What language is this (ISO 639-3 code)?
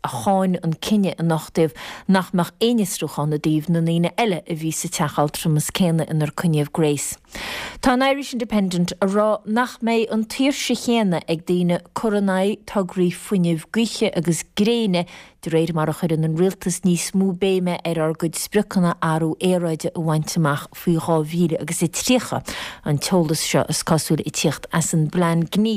gle